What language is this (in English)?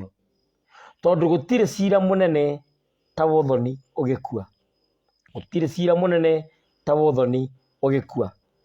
Kikuyu